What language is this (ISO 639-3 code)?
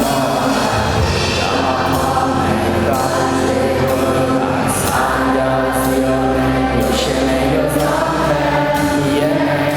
ahk